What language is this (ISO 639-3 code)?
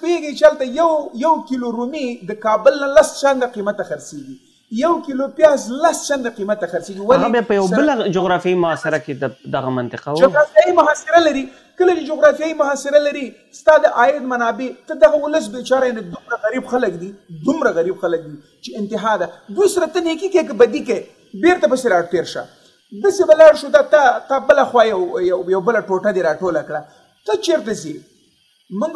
pus